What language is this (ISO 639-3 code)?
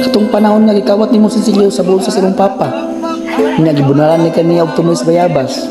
ceb